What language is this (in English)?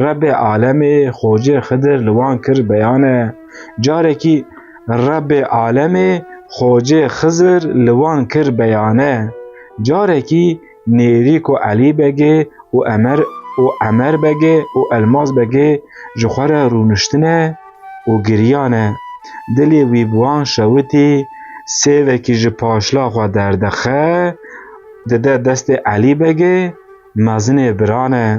Kurdish